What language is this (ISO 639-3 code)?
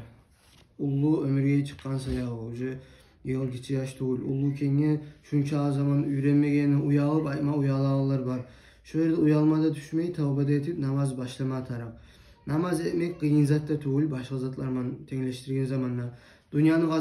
kum